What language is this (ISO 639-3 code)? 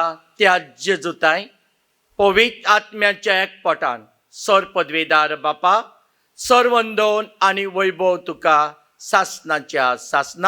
kok